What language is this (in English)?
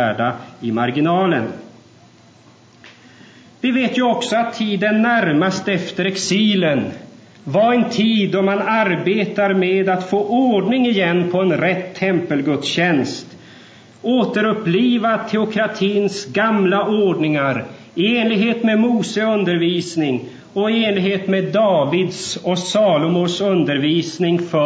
Swedish